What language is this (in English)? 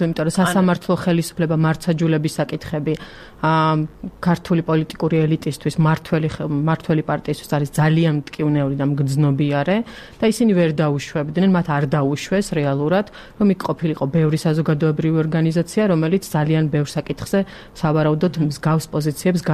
Georgian